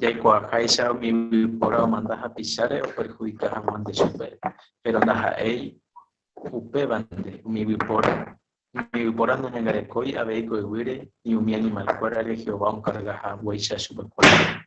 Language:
Guarani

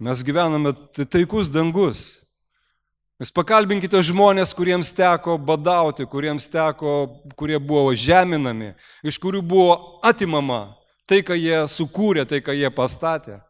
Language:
Lithuanian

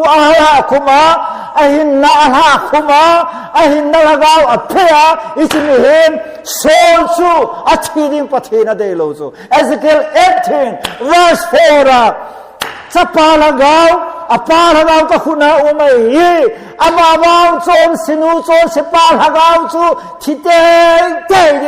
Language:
Thado Chin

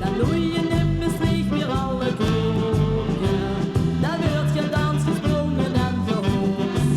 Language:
Limburgish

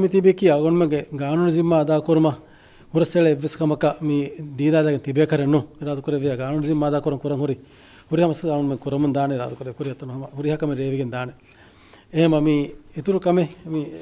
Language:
Divehi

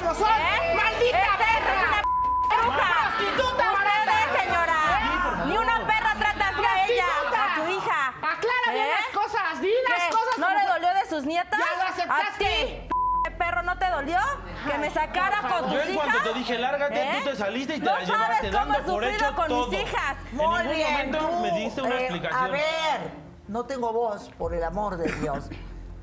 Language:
Spanish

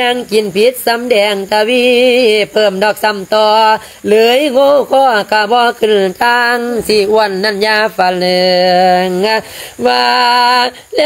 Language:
Lao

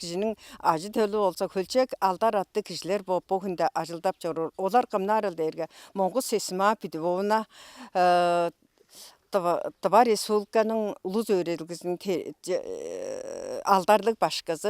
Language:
Tuvinian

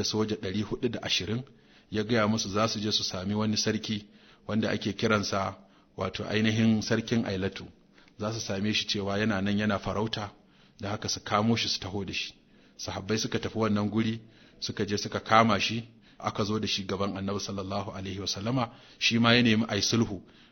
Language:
Hausa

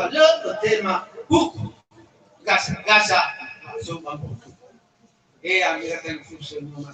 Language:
Nias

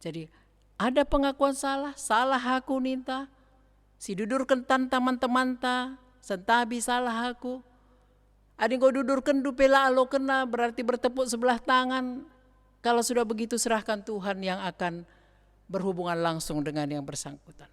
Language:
Batak Karo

